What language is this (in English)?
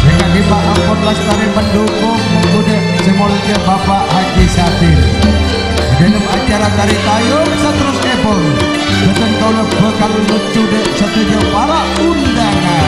Madurese